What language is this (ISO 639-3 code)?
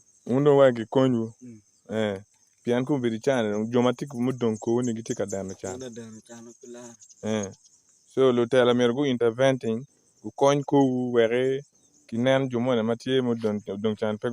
ach